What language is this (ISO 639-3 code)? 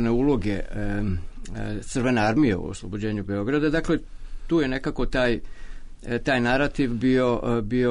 srp